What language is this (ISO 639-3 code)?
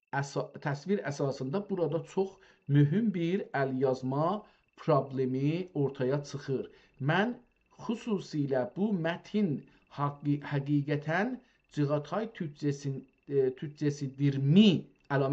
azb